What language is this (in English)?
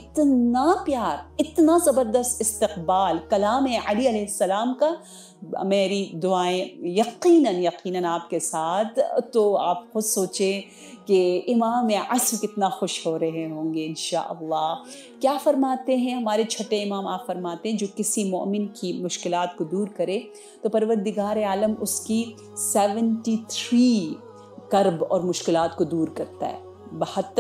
Urdu